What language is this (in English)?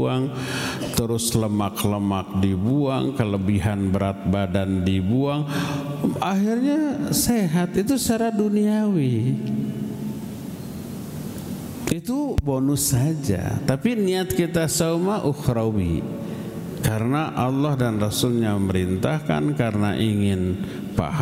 Indonesian